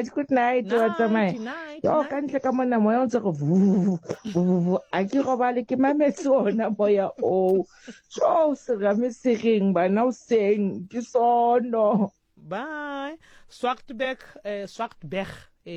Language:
Southern Sotho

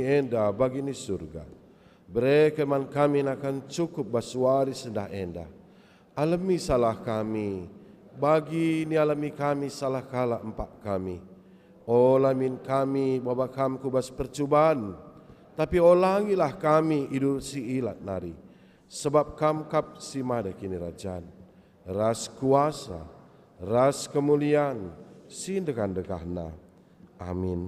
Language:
Batak Karo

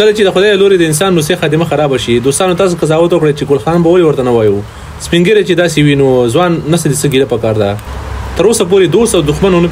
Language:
Pashto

